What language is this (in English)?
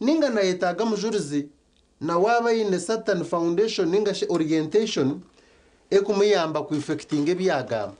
Nyankole